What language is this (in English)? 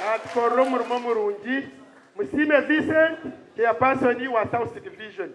Nyankole